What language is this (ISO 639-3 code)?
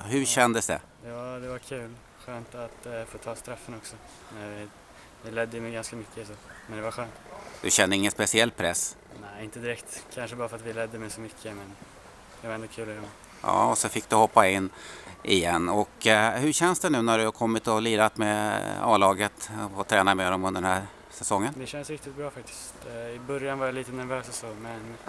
swe